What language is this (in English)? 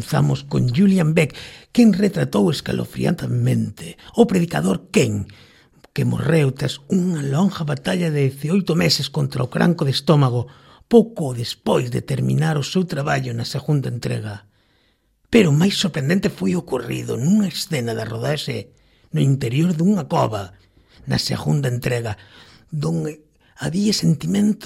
Galician